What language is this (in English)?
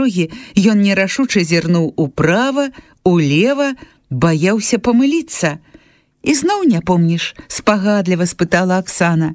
Belarusian